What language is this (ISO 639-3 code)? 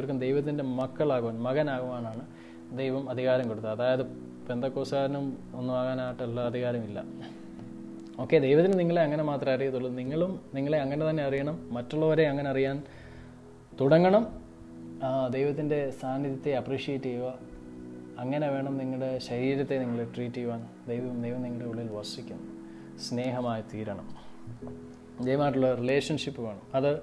mal